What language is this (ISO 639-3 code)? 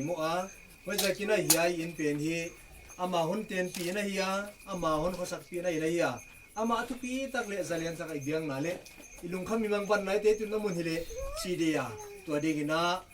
pck